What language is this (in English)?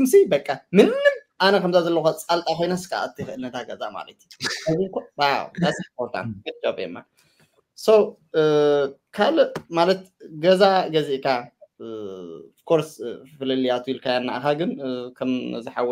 Tigrinya